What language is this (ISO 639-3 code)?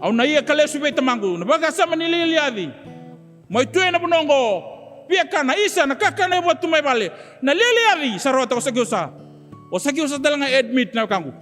fij